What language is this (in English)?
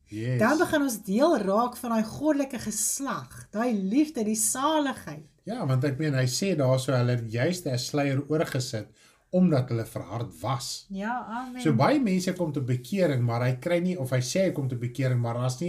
Afrikaans